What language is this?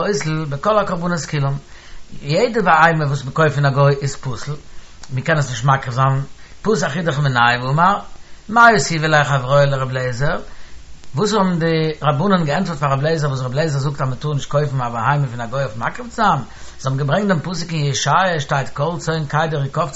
Yiddish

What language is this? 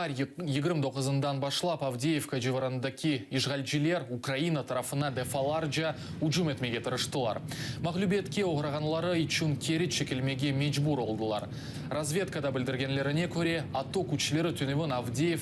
Crimean Tatar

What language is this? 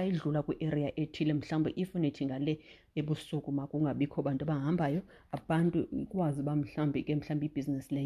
Xhosa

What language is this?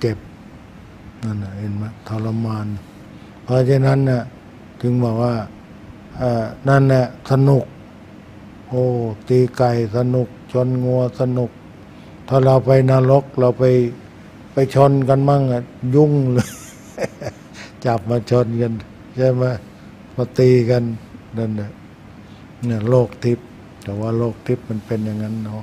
Thai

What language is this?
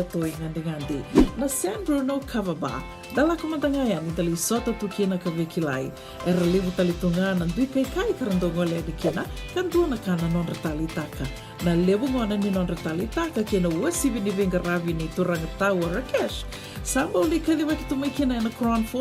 Fijian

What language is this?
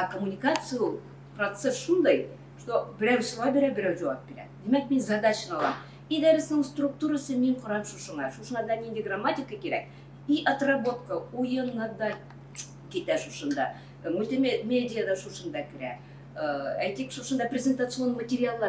Tatar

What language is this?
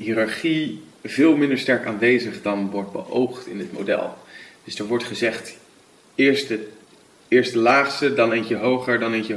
Dutch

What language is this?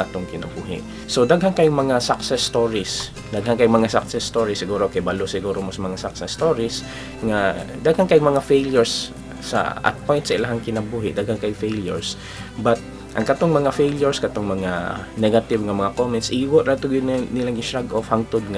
Cebuano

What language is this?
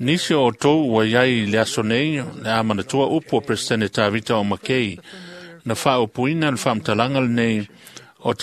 Samoan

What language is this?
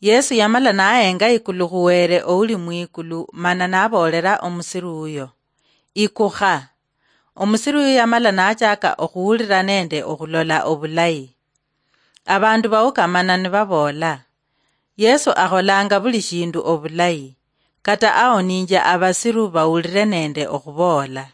Luyia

